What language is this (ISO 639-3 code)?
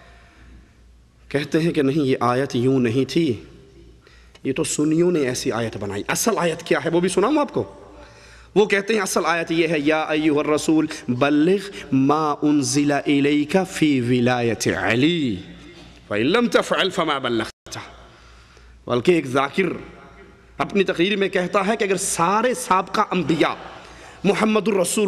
urd